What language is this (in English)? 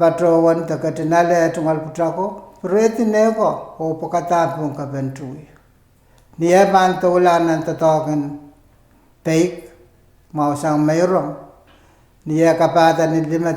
Pohnpeian